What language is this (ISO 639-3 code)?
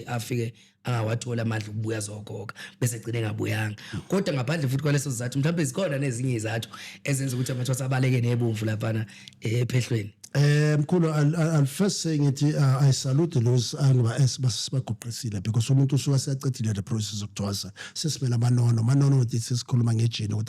zul